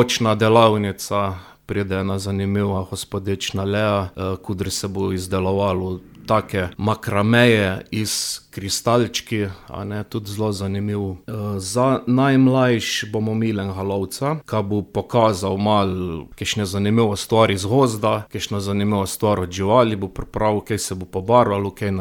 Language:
Slovenian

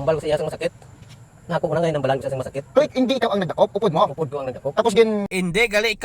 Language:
Hiligaynon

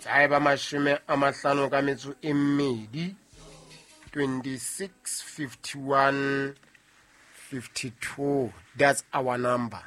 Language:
Southern Sotho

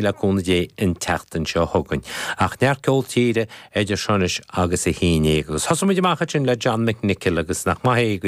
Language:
Irish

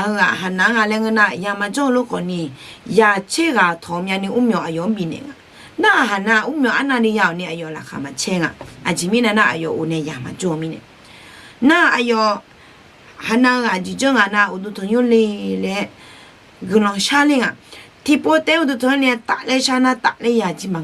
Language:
Akha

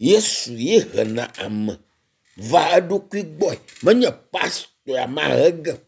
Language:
Ewe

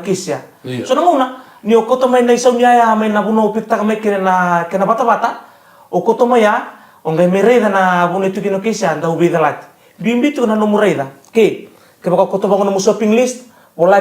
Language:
Fijian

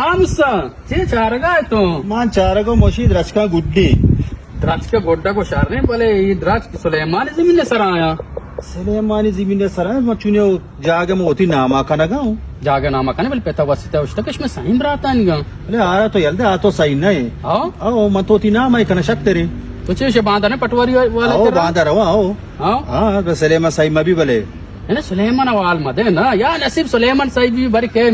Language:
Baluchi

